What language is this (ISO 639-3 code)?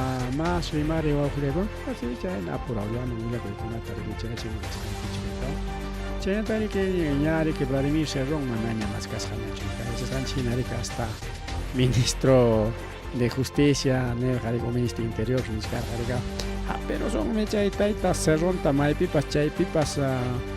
quy